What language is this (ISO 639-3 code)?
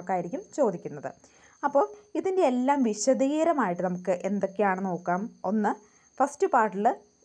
mal